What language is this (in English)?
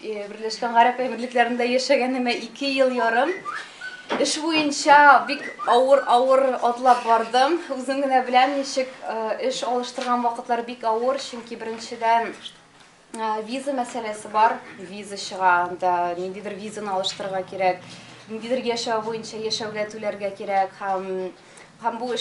Tatar